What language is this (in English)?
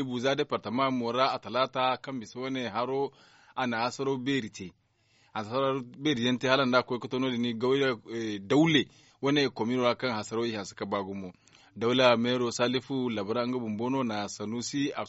Zarma